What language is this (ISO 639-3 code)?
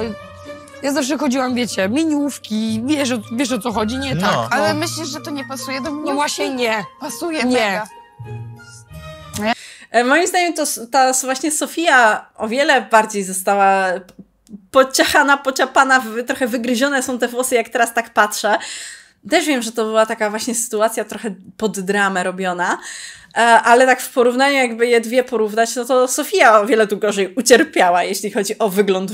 pol